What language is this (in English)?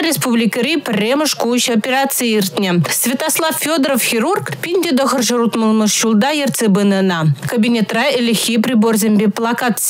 Chuvash